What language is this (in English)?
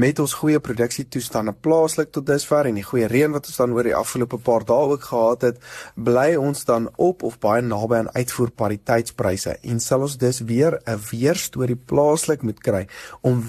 Afrikaans